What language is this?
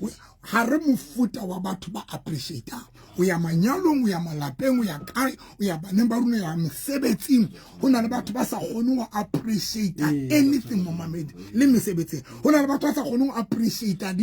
Southern Sotho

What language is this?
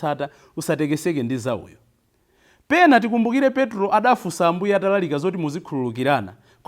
Nyanja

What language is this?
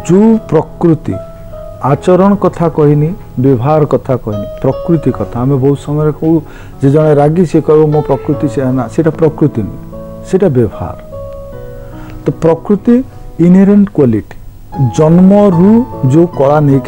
Odia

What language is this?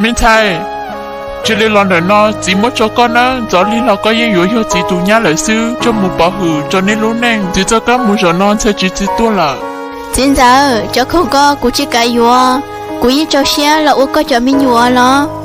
Hmong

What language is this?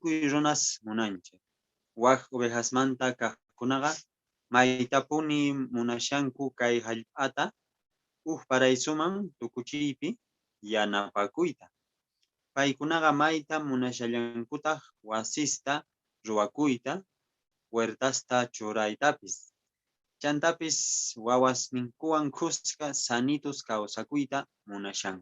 Quechua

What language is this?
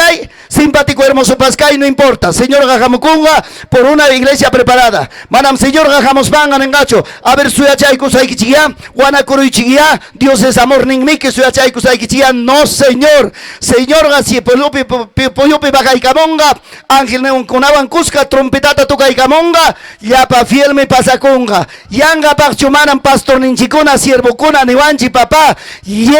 Ayacucho Quechua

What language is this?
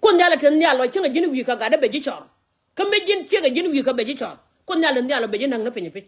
Nuer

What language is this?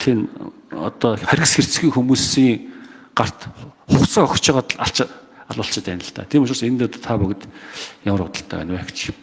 Mongolian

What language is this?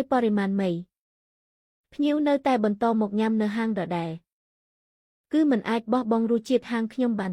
Khmer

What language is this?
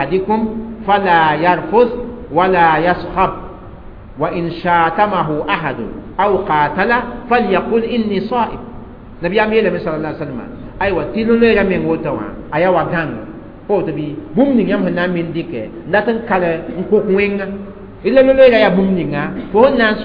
Mossi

